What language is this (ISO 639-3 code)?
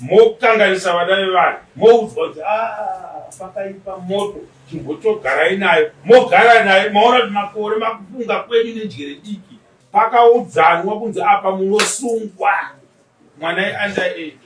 sna